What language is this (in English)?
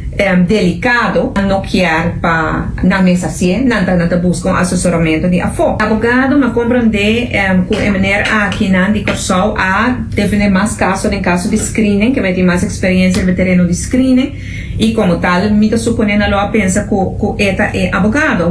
Papiamento